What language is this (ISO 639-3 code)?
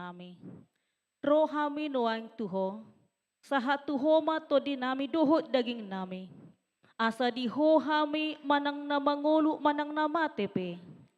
bbc